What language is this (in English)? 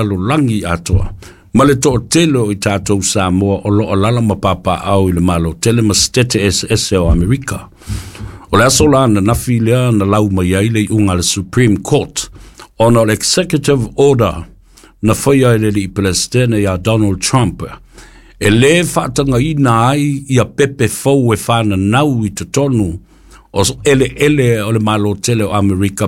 Samoan